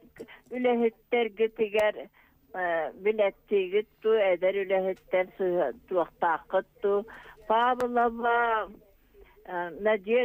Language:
Yakut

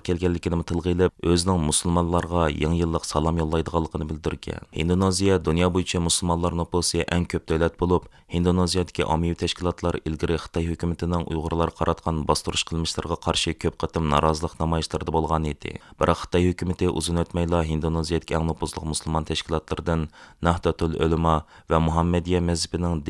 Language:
Uyghur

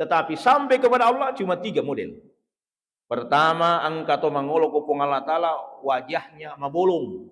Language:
Buginese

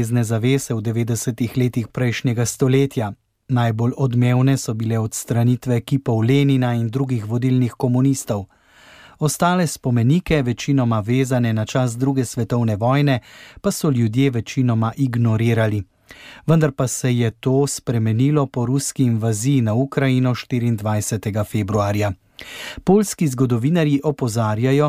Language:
Slovenian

